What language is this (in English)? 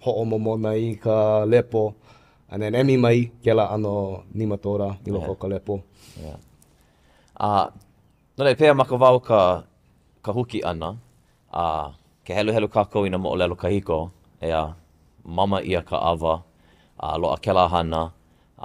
Hawaiian